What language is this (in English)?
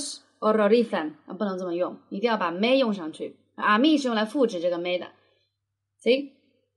Chinese